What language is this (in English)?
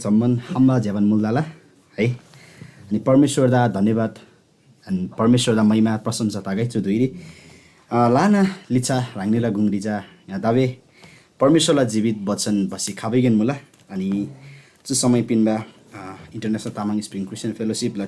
Eastern Tamang